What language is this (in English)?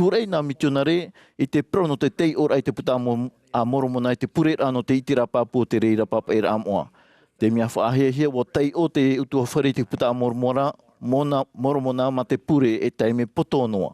Tahitian